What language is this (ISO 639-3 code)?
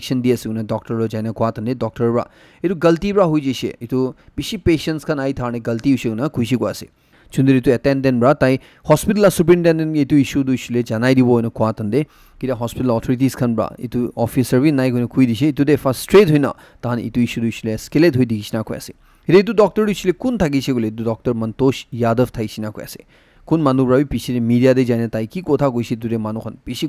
nag